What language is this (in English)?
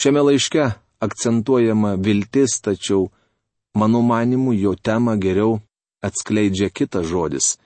Lithuanian